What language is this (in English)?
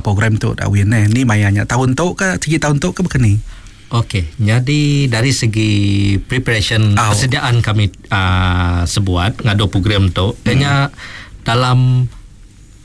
Iban